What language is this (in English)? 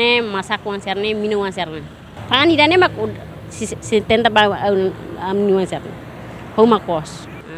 Tetum